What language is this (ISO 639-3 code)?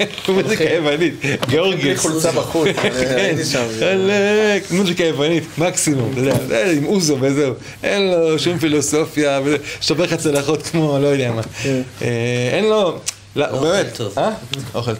heb